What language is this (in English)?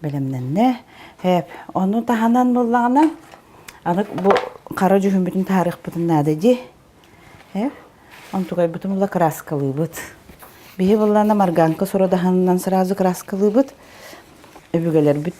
Yakut